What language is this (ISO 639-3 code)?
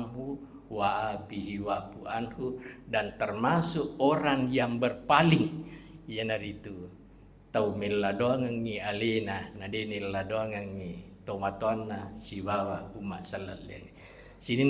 bug